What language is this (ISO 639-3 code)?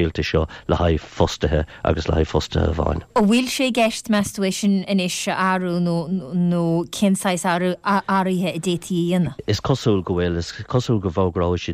gle